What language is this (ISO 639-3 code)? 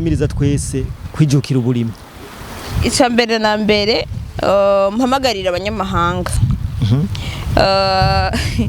run